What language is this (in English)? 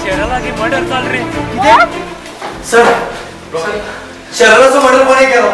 Konkani